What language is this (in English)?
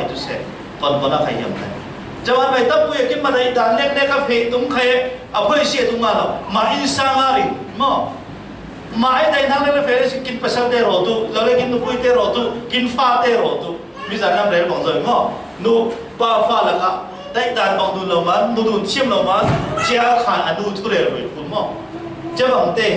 Falam Chin